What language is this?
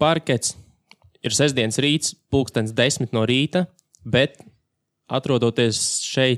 Latvian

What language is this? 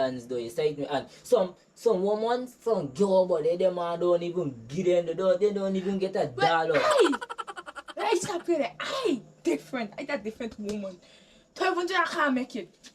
Jamaican Creole English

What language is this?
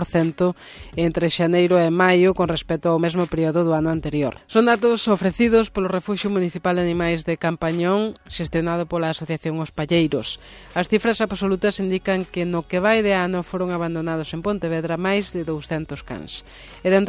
Galician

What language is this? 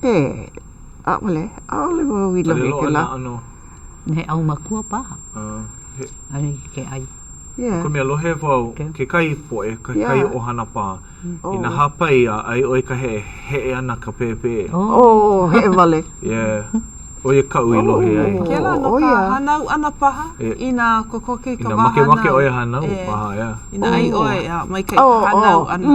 Hawaiian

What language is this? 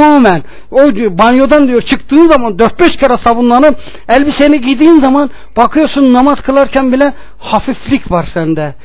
Turkish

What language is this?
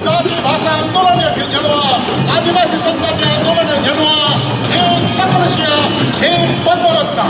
Newari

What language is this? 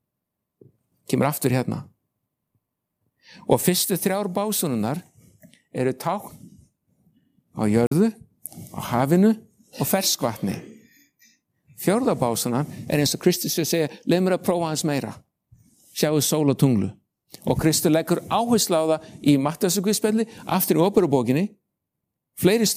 Icelandic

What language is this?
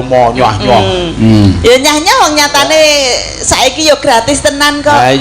Javanese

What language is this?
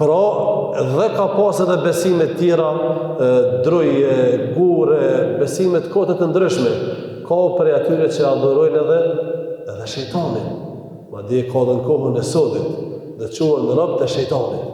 Albanian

